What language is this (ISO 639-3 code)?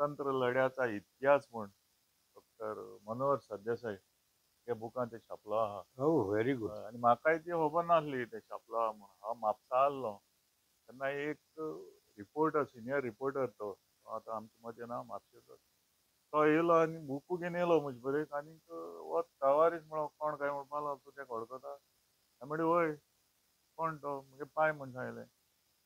kok